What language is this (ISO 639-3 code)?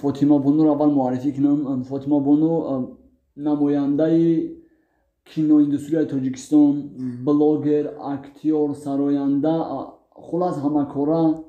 tgk